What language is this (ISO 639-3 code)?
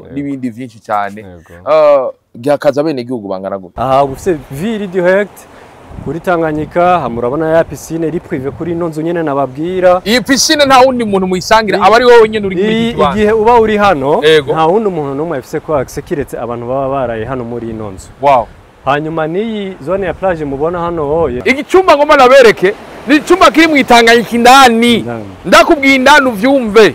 run